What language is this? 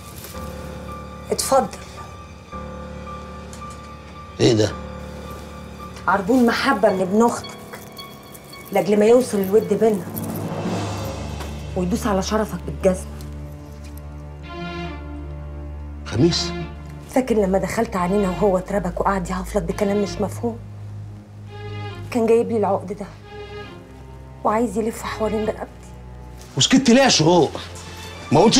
Egyptian Arabic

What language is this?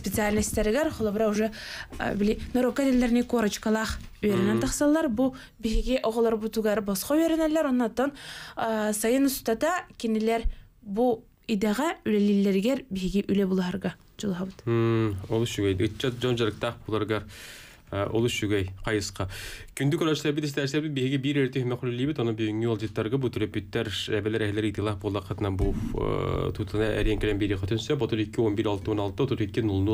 Yakut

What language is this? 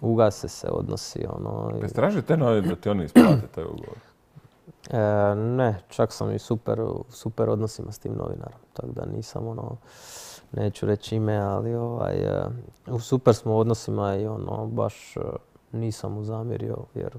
Croatian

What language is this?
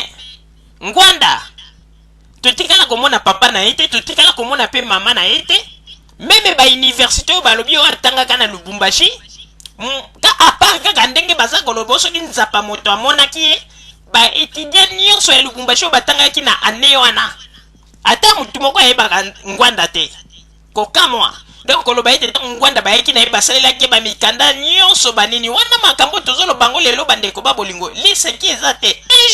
Lingala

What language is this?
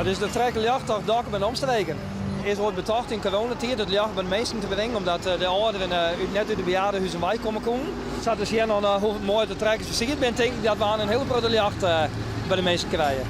Western Frisian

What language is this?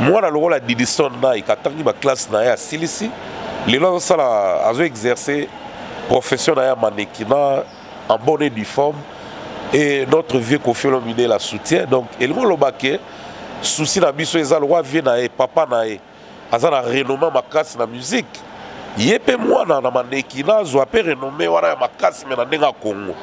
Lingala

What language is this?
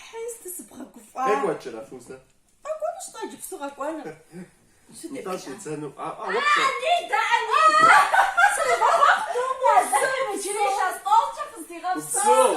Kabardian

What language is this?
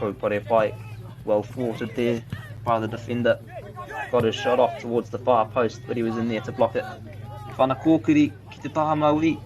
Māori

